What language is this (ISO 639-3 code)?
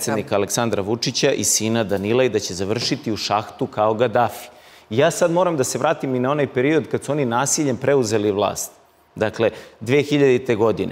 srp